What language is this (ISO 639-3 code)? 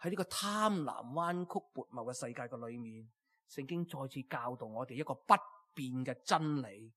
yue